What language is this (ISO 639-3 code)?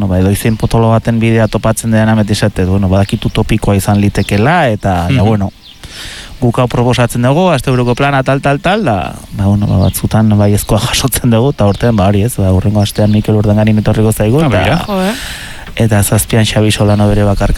eus